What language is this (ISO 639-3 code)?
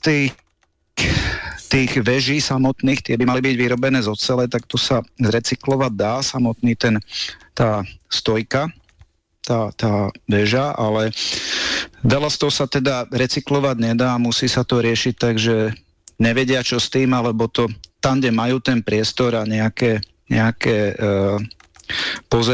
slk